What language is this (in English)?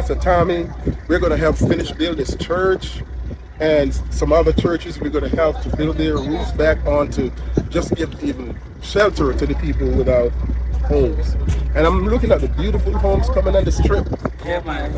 Jamaican Creole English